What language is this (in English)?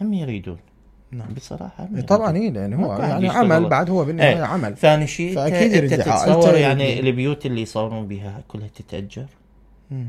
Mesopotamian Arabic